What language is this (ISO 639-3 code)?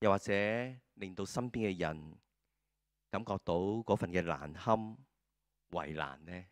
yue